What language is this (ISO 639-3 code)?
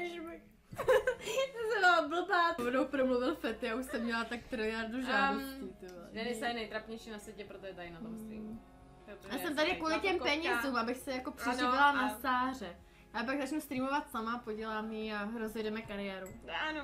ces